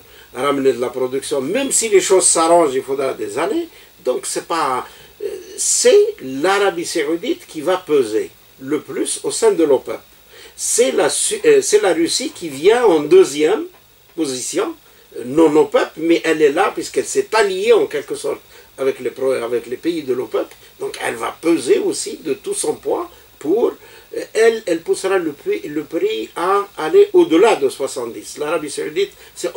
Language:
French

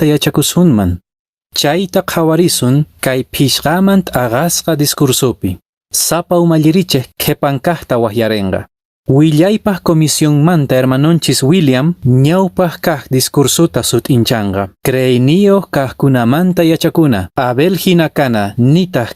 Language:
Quechua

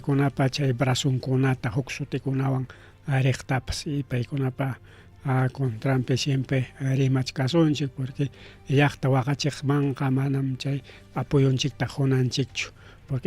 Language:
Ayacucho Quechua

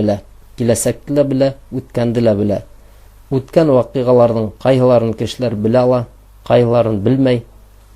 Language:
Bashkir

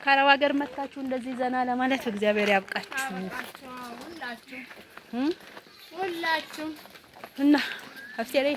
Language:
Amharic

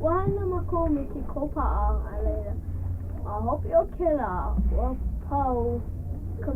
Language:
Hawaiian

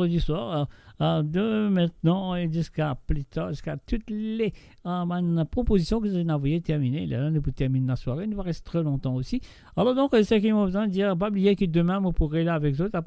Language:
Morisyen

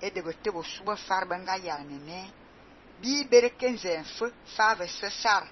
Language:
Fang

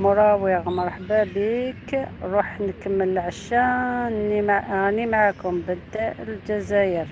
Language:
Algerian Arabic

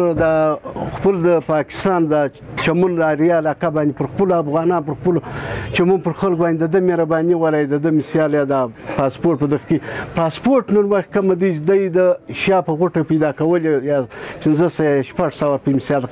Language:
Pashto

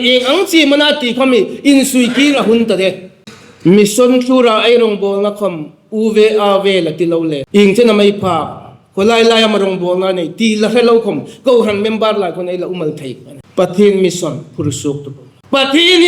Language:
Hmar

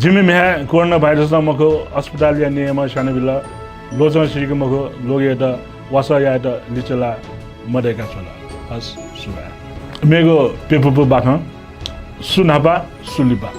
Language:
Newari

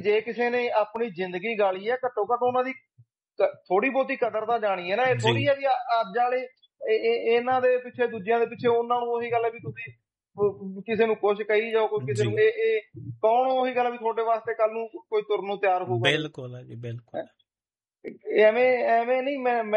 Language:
Punjabi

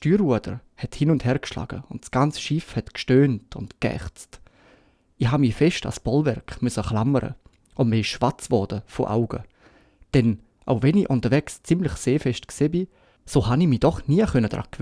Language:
Swiss German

